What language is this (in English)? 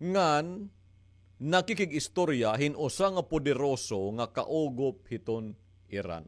Waray